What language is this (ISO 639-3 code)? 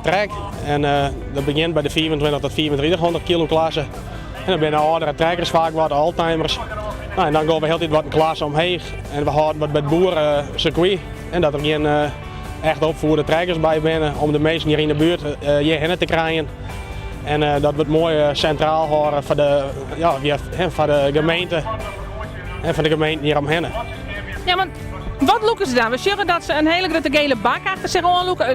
fry